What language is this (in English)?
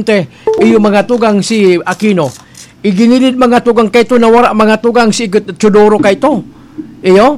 Bikol